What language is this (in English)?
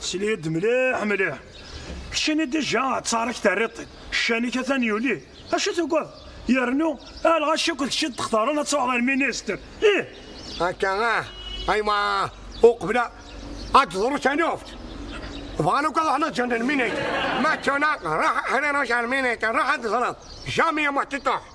Kabyle